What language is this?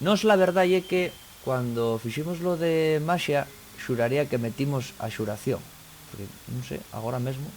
Asturian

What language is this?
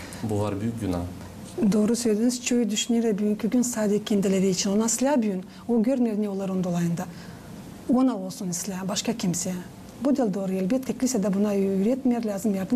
Gagauz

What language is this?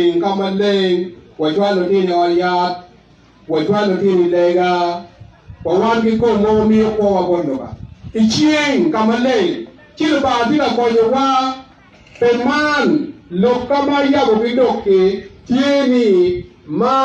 Acoli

